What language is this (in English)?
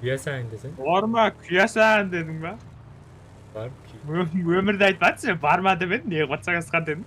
Kara-Kalpak